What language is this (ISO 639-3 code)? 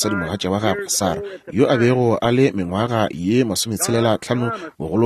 nso